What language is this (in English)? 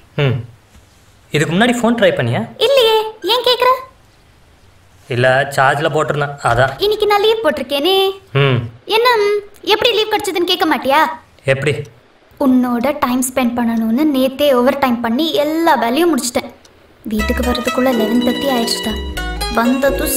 Tamil